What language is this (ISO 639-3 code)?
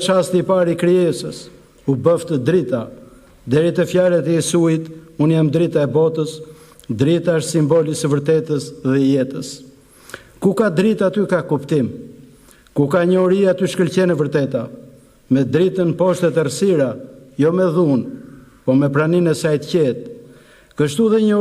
sqi